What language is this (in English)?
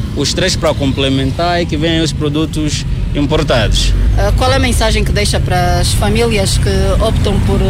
Portuguese